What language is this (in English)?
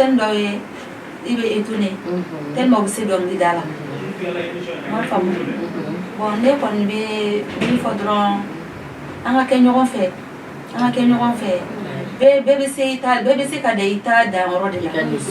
Bambara